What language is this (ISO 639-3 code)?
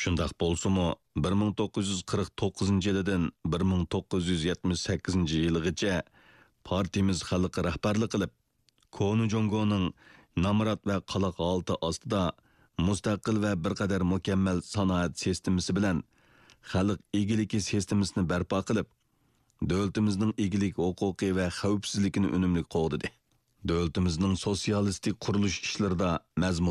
uig